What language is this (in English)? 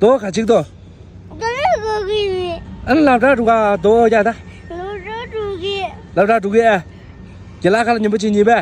Tibetan